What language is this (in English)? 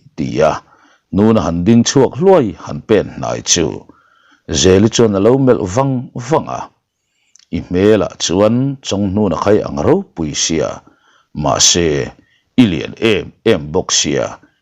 Mizo